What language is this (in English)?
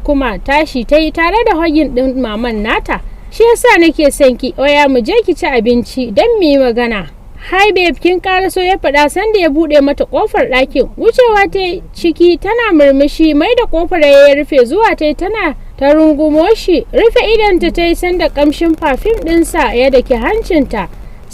Hausa